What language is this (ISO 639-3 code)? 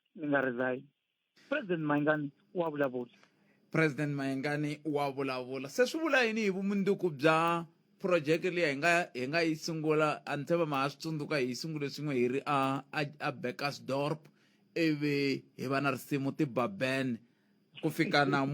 tso